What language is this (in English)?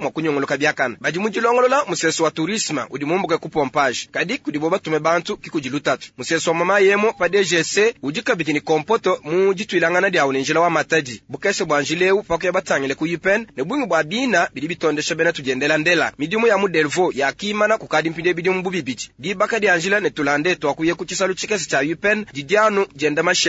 Luba-Lulua